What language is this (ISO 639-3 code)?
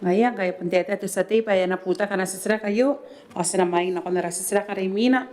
gil